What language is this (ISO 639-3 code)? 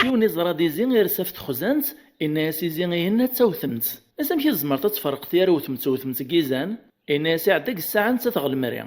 kab